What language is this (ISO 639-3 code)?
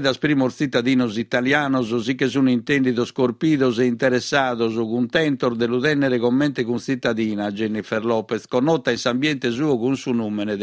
srd